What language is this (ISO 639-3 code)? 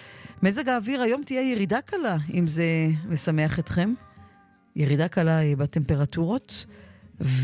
heb